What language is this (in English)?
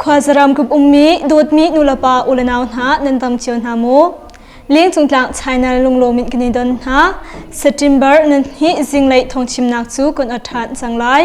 Hakha Chin